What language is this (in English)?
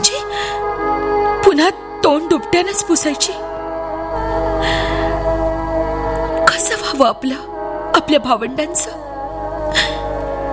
Marathi